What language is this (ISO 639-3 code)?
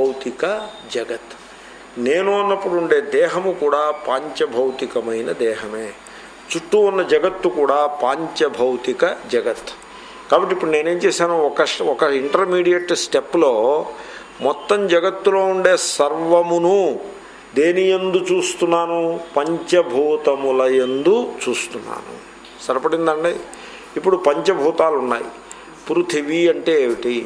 tel